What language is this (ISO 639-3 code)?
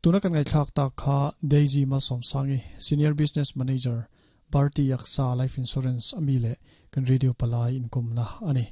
lus